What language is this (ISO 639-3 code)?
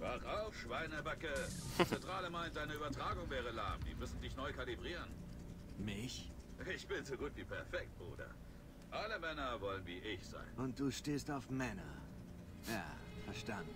gsw